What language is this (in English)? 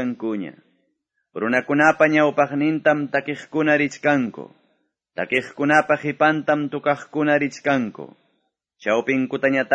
Quechua